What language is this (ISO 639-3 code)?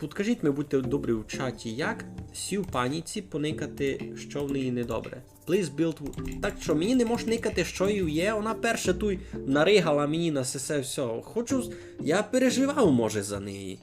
rue